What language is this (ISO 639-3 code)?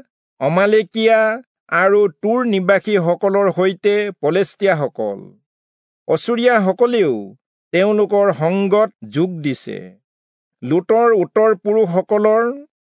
asm